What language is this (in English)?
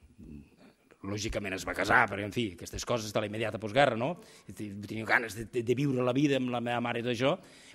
Catalan